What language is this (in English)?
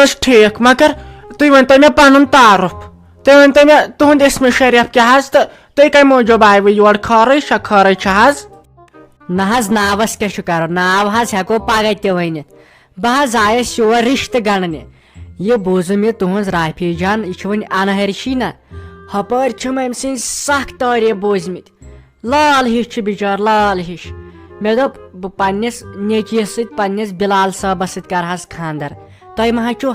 Kashmiri